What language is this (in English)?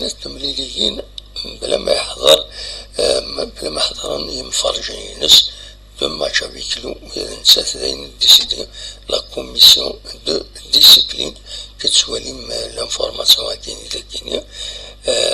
Kabyle